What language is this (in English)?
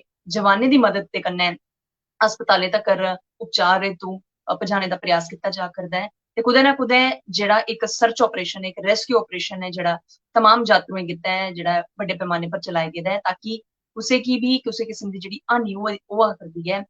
Dogri